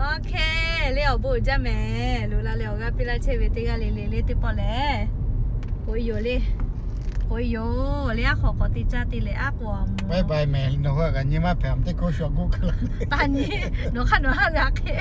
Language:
Lahu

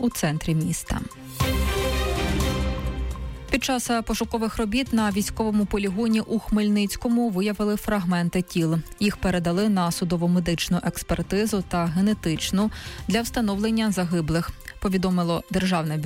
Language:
Ukrainian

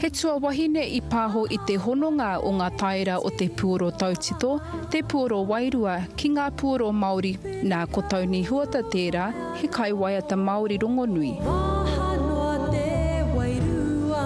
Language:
Māori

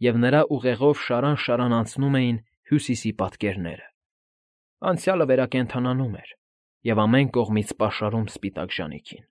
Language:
Armenian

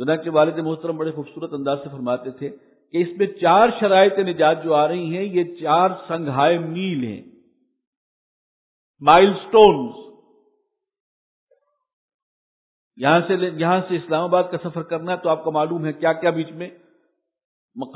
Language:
Urdu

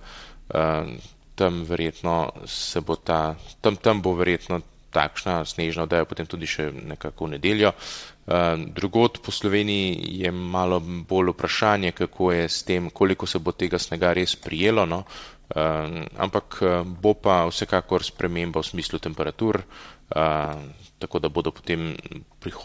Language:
Slovenian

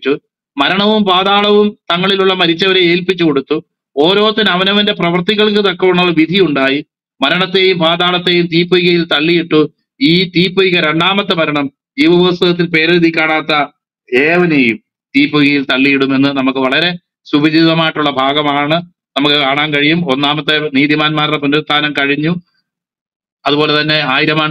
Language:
Malayalam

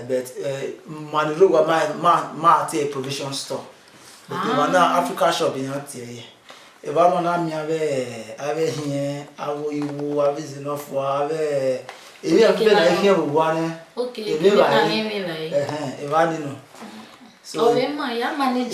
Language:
Bini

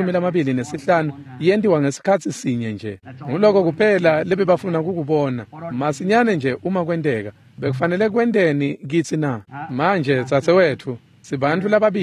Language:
Swati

